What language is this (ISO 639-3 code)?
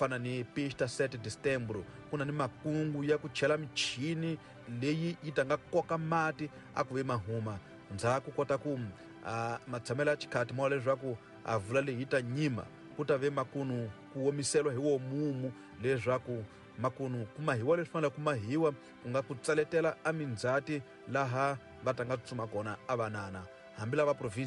tso